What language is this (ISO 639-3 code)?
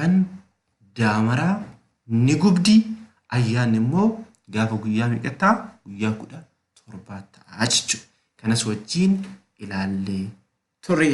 orm